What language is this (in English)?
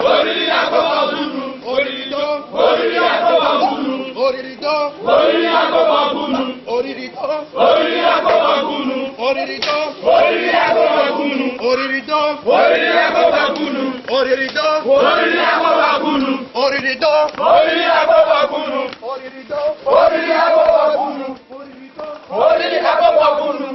Esan